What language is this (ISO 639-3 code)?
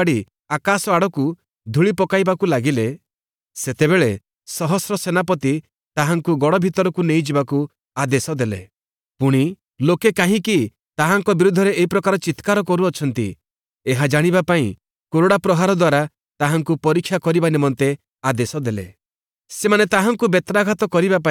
ori